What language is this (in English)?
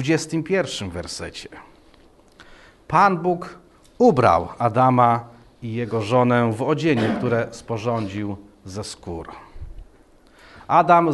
Polish